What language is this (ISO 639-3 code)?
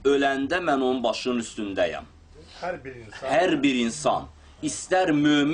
aze